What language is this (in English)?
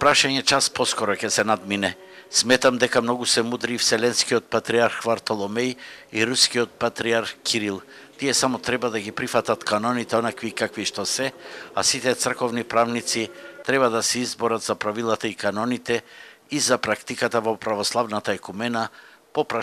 Macedonian